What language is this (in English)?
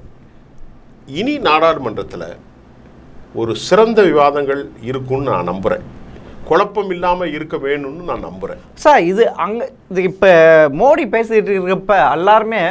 Tamil